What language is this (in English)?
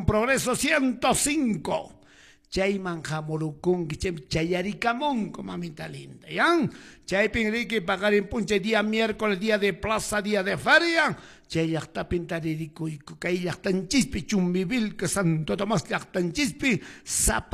Quechua